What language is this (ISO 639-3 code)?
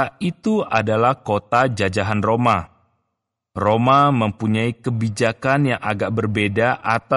ind